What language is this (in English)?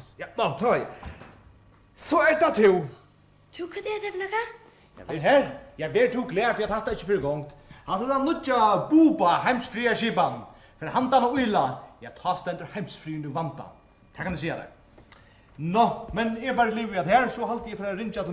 Faroese